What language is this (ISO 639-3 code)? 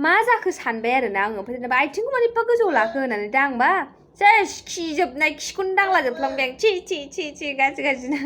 brx